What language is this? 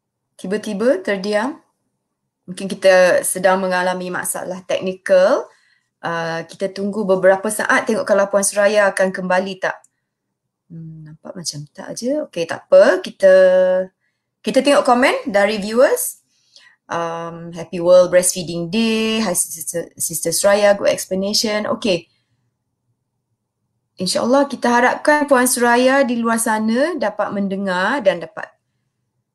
Malay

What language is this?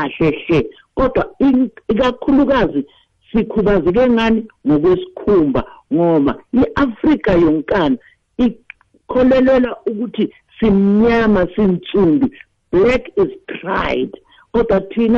South Ndebele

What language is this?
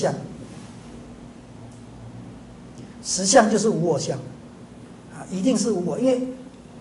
Chinese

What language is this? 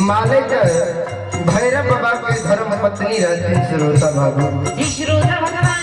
Maithili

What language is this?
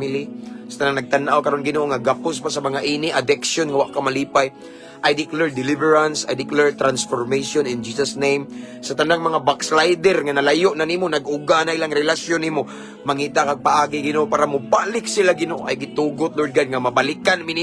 Cebuano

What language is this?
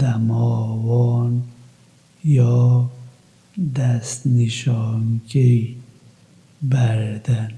Kurdish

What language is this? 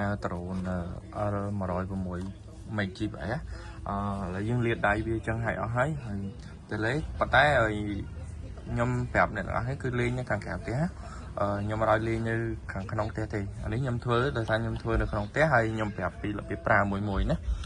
Khmer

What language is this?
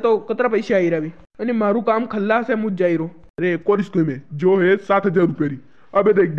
Rajasthani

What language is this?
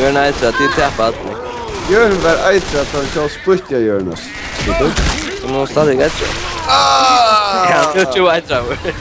Faroese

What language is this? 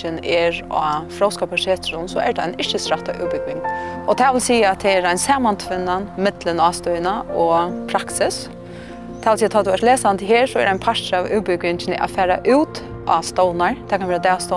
Faroese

